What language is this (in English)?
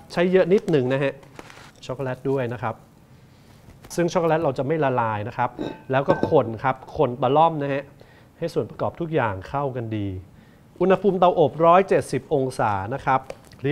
Thai